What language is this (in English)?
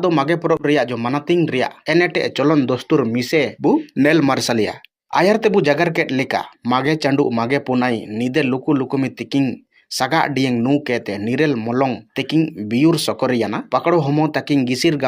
Ho